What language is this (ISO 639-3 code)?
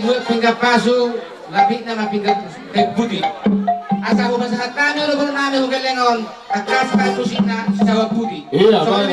bbc